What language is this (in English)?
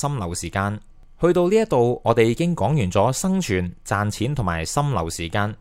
Cantonese